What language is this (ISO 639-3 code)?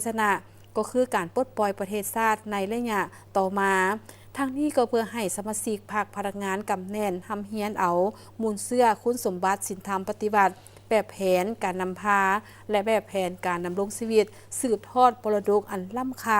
lao